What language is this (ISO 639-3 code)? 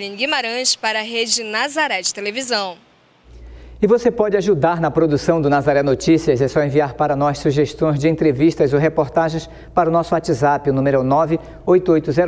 por